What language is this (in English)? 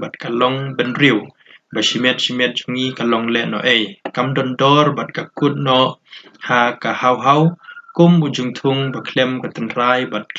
Khasi